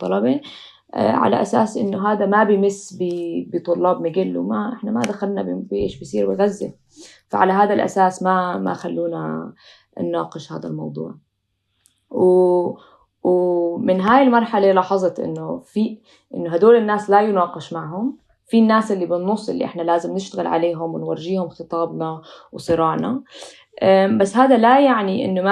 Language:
North Levantine Arabic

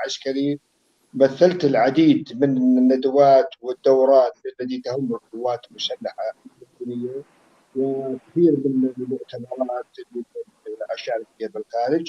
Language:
North Levantine Arabic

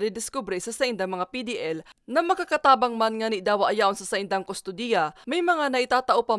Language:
Bikol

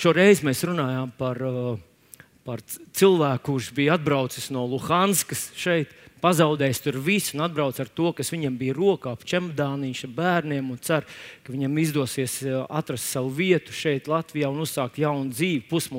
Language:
Latvian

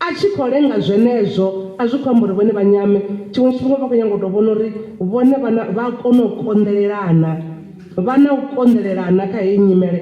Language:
Venda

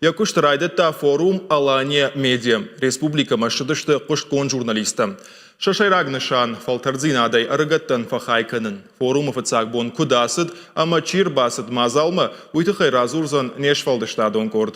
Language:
Ossetic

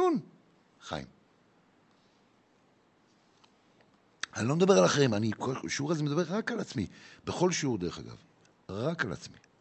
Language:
Hebrew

